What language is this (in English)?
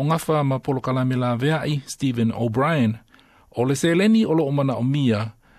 Samoan